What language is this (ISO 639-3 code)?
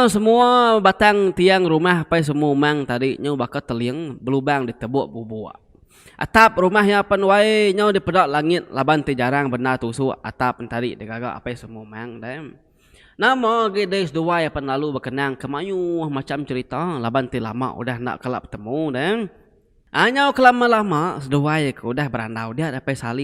iba